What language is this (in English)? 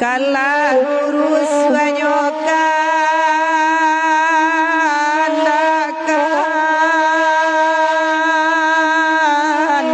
Minangkabau